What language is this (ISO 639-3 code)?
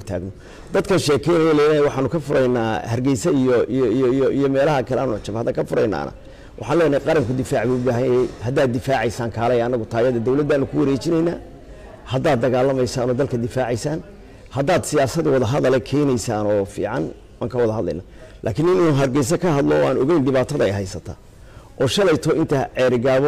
som